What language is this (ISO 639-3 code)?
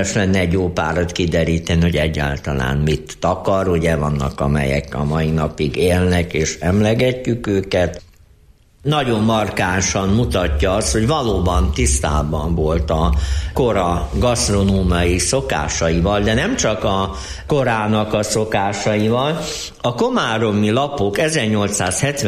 hun